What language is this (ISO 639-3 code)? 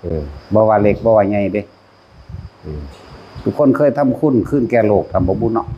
tts